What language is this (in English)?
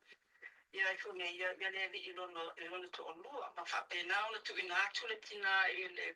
Samoan